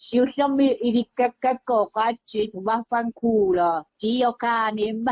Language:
Kalaallisut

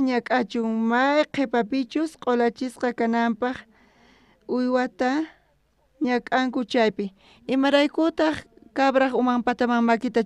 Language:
South Bolivian Quechua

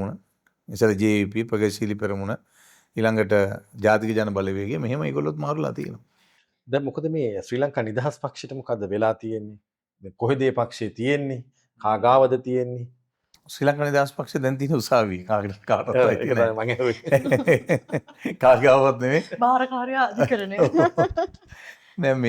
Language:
Sinhala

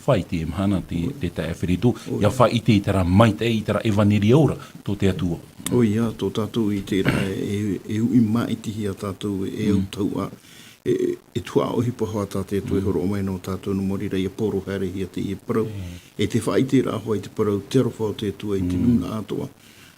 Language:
Tahitian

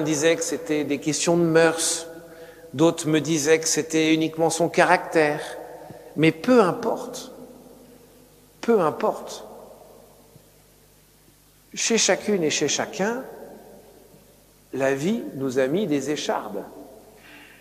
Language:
French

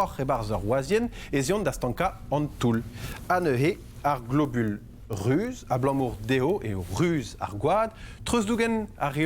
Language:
Breton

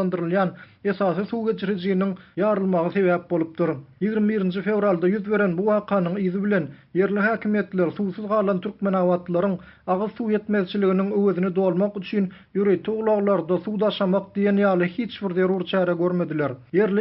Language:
Turkmen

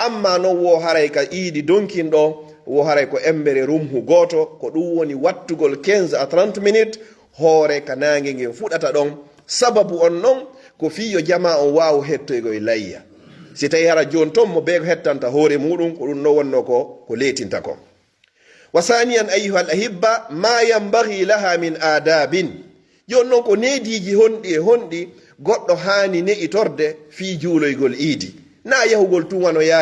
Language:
Fula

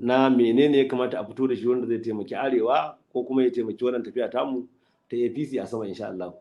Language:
Hausa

